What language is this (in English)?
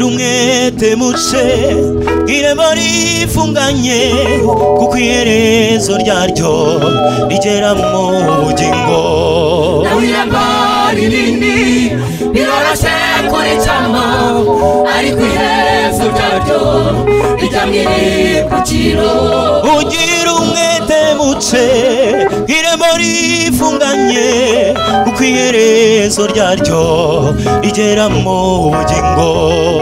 Kinyarwanda